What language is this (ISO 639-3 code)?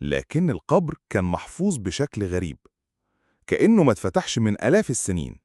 arz